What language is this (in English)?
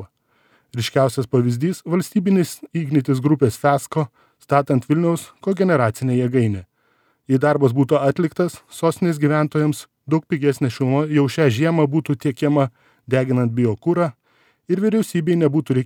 Lithuanian